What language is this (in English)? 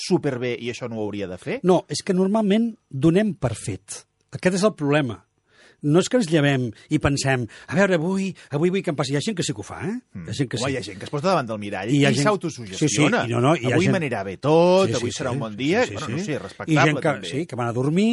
Catalan